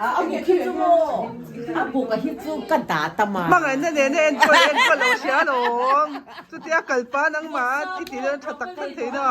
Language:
Mizo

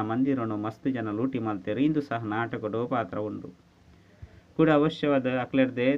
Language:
Tulu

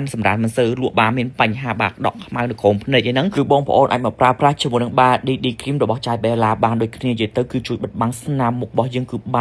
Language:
Khmer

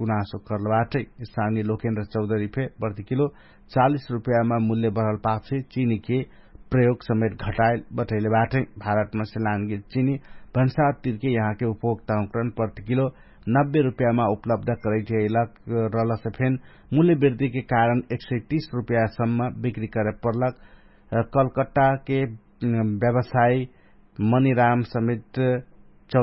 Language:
Dangaura Tharu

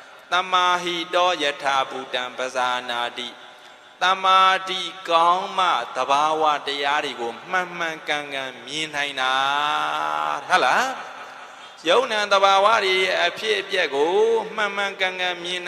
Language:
Burmese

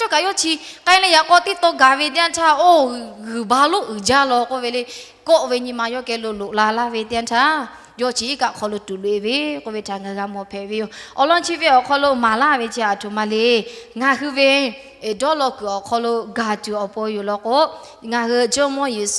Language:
Lahu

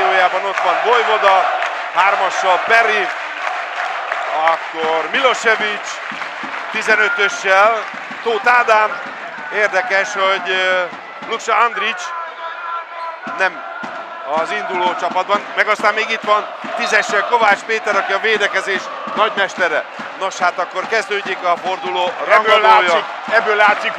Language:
Hungarian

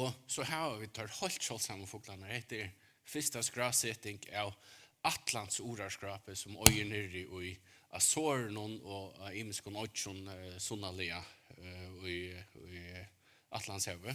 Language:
Faroese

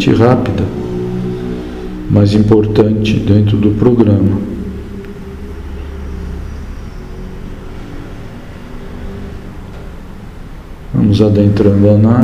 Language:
Portuguese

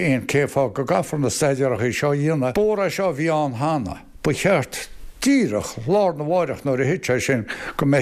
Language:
Irish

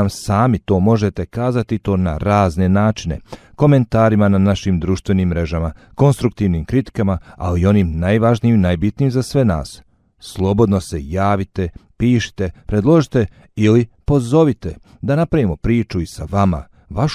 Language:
Bosnian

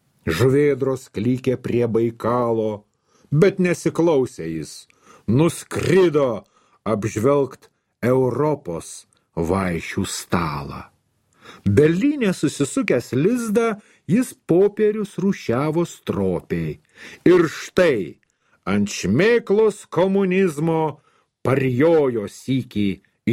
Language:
Lithuanian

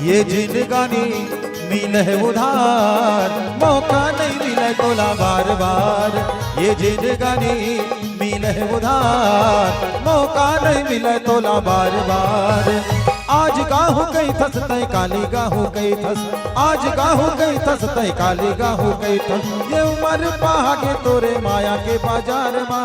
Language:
Chhattisgarhi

